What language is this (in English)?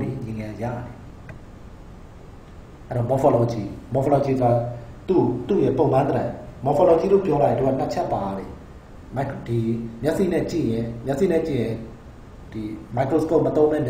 Burmese